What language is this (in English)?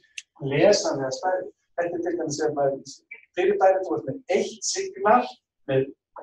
Icelandic